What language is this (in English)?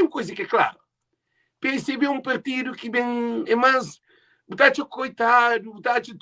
Kabuverdianu